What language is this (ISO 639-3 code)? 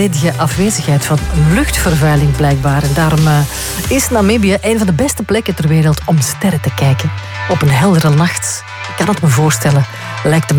nld